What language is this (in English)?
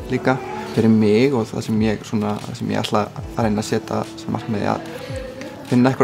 Icelandic